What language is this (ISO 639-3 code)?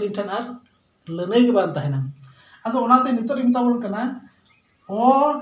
sat